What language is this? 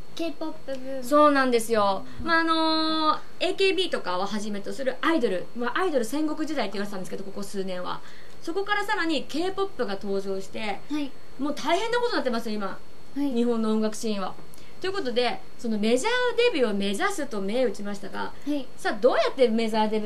Japanese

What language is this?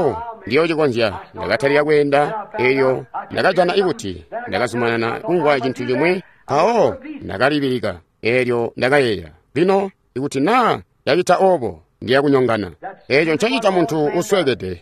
Tonga (Zambia)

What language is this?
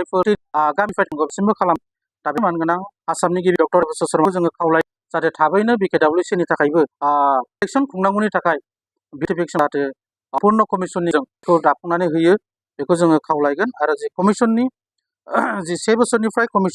Bodo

